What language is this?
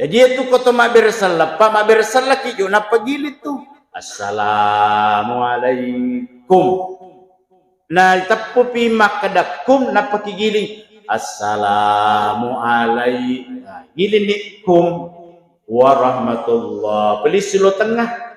Buginese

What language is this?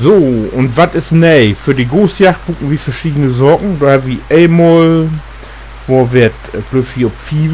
Low German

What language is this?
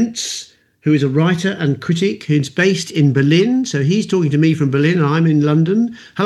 English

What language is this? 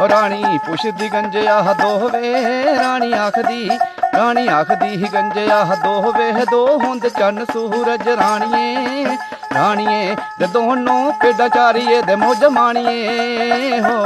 Dogri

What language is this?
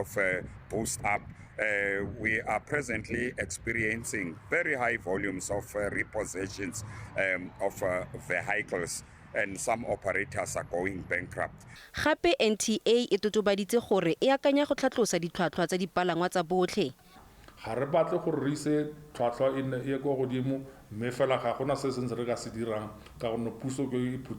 Tswana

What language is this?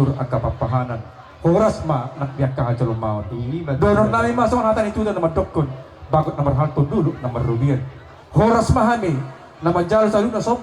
Batak Toba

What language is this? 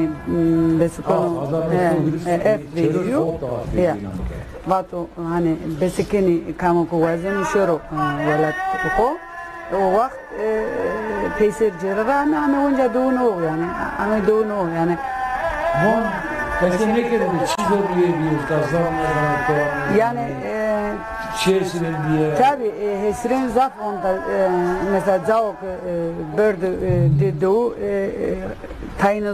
Zaza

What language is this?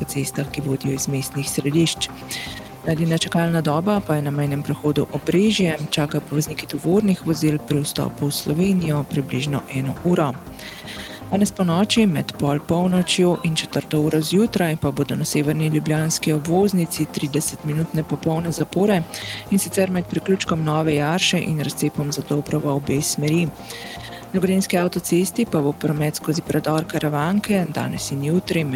Slovenian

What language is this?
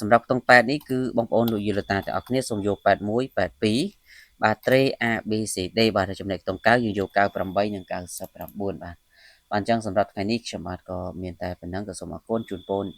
Khmer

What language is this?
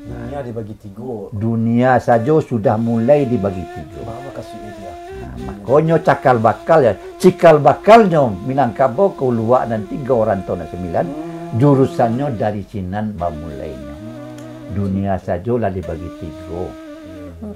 Minangkabau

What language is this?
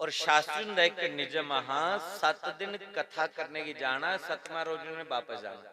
Dogri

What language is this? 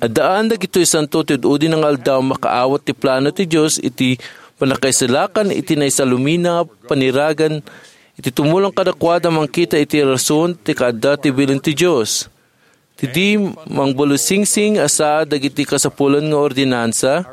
Iloko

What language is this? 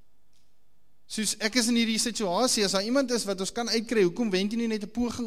Afrikaans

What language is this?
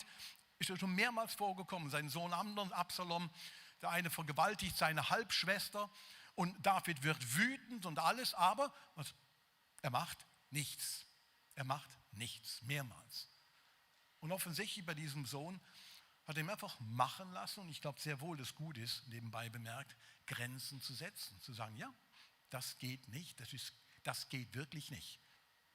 Swiss German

